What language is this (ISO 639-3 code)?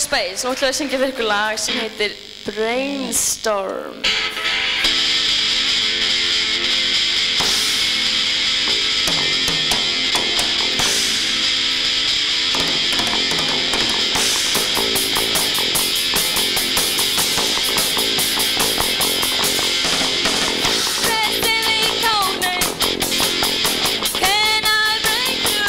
isl